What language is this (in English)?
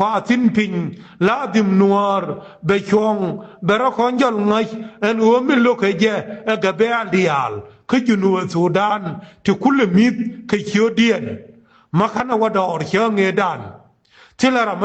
Nuer